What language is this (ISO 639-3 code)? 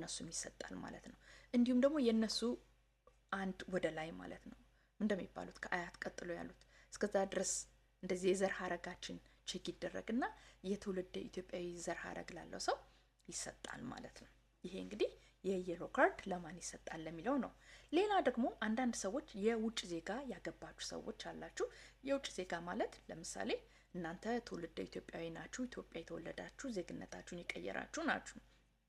amh